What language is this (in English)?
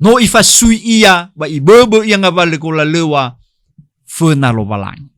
Nias